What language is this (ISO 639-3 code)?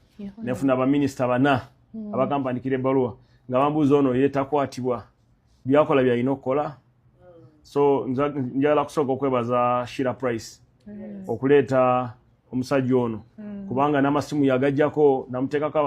lug